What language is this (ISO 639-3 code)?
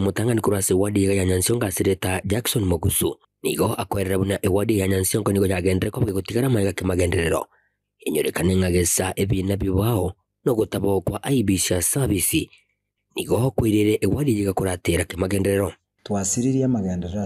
guz